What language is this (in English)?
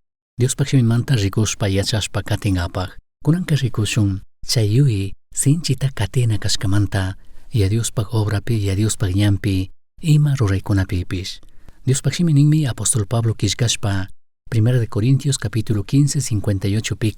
Chimborazo Highland Quichua